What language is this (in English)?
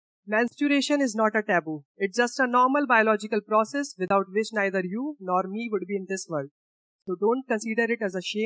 English